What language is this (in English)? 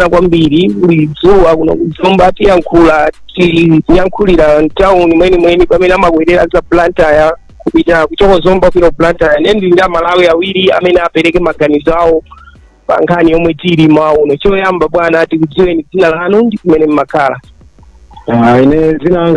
Nyanja